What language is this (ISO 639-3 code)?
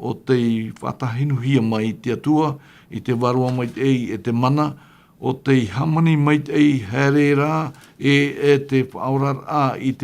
tah